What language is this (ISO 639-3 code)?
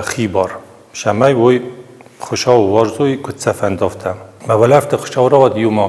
oss